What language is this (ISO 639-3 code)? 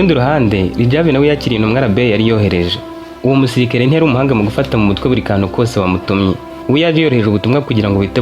kin